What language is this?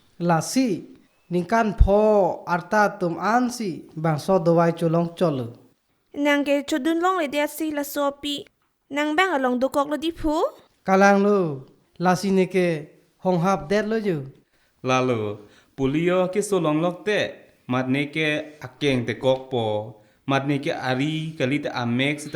Karbi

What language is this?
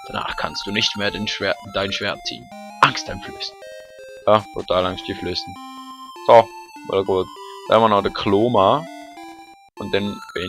Swiss German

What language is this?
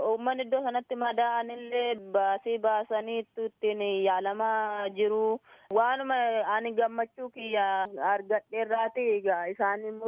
Oromo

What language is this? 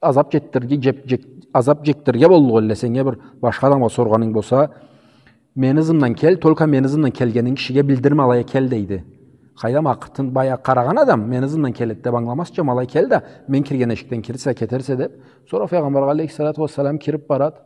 Karachay-Balkar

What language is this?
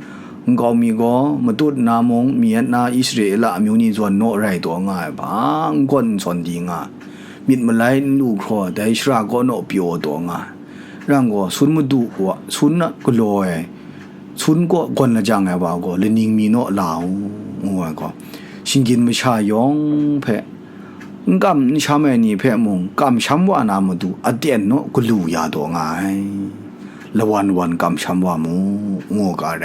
Kachin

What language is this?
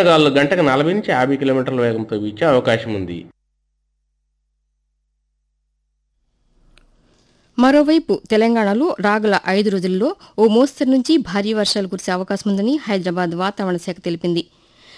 Telugu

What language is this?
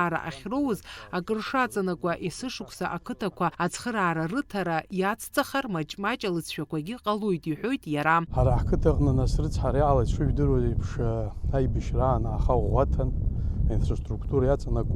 Abkhazian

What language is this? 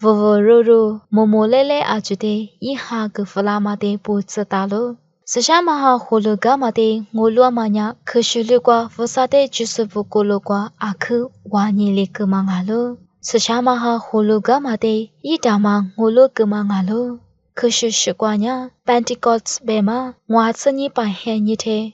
Lisu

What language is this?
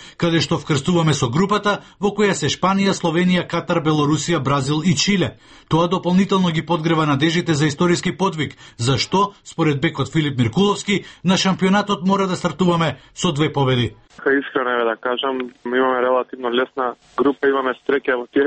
Macedonian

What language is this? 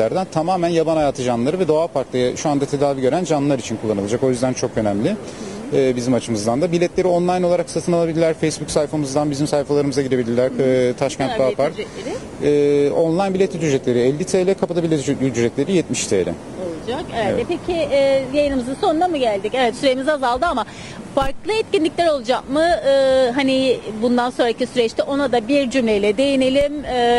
Turkish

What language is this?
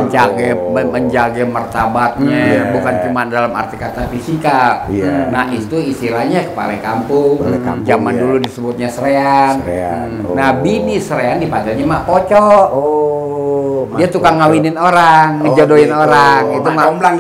Betawi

